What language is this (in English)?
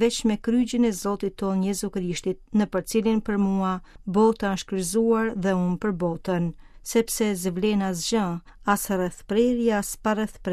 Albanian